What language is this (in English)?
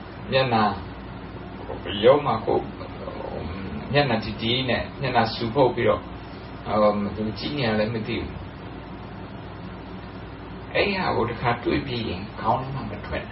Burmese